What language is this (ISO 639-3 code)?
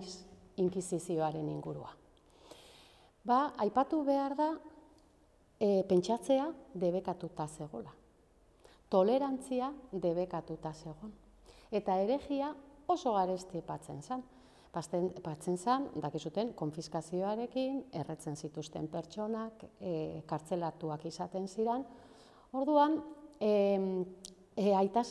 eus